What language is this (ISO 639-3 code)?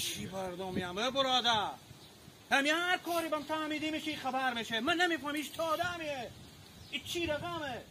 haz